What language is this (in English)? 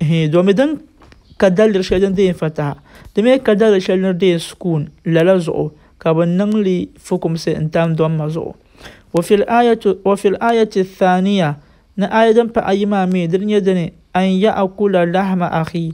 Dagbani